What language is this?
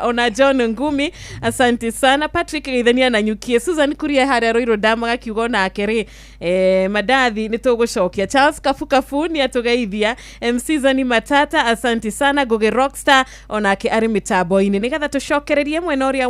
Kikuyu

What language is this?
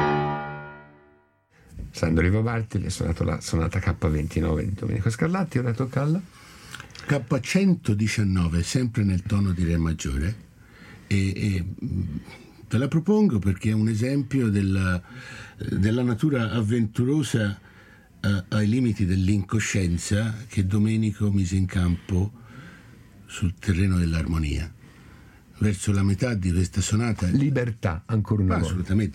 Italian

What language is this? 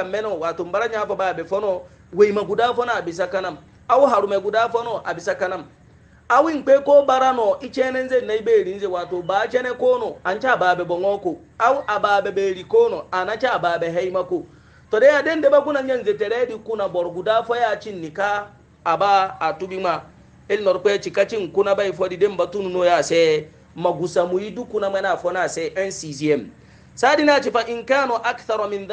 Hausa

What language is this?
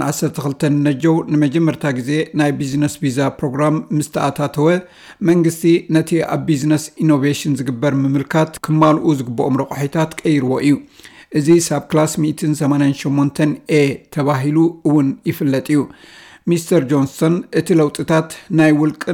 Tigrinya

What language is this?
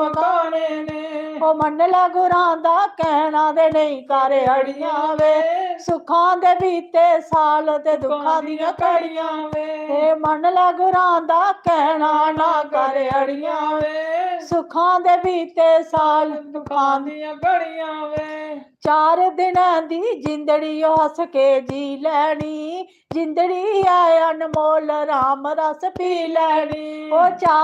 Dogri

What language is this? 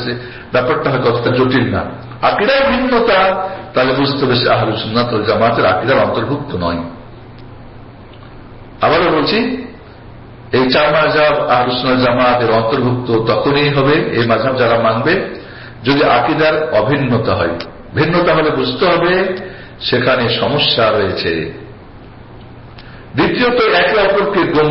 Bangla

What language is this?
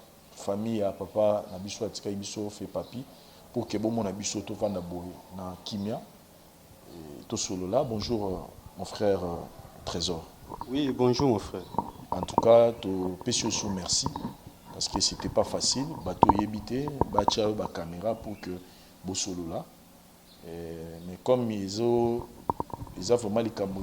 Lingala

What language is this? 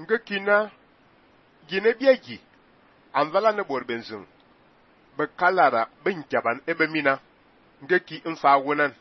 Fang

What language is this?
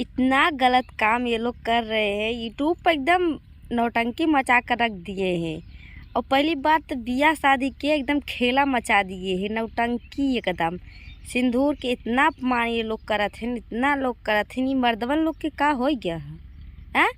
Bhojpuri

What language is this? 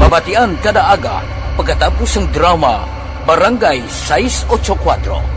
Hiligaynon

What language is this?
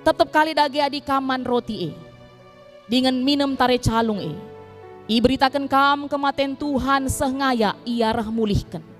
Batak Karo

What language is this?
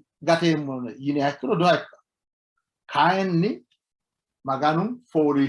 Sidamo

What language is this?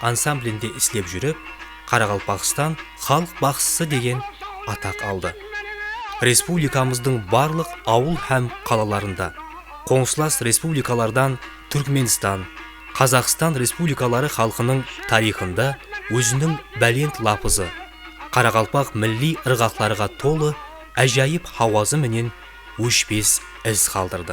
Kara-Kalpak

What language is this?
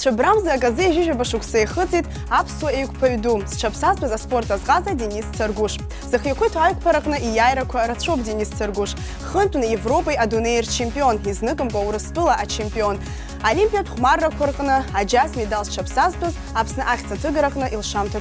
Abkhazian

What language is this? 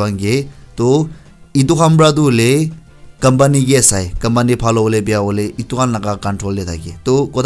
Naga Pidgin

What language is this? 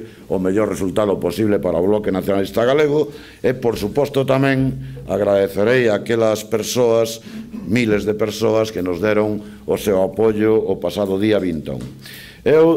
Galician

